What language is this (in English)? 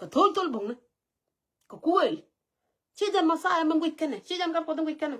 Nuer